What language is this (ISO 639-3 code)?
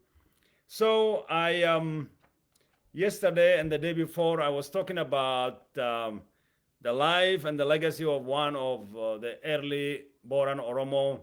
eng